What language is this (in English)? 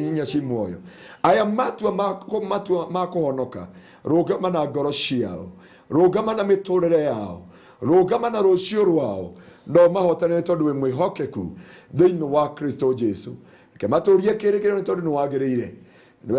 Kikuyu